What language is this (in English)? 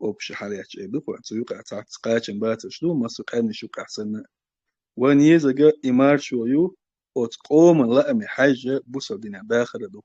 Chechen